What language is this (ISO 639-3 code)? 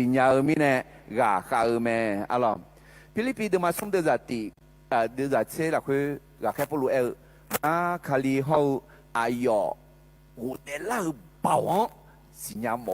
ahk